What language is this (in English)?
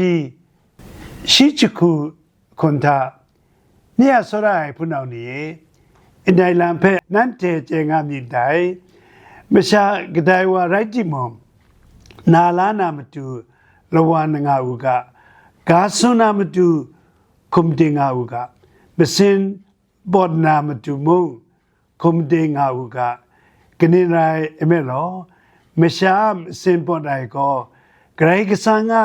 Kachin